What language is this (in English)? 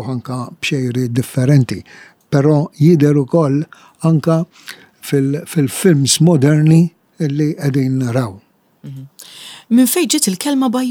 Maltese